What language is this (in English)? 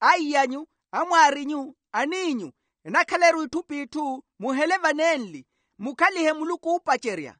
Makhuwa